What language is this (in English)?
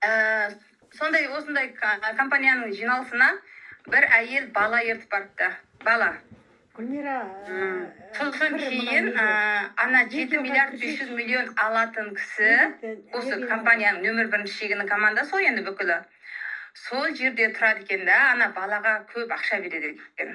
Kazakh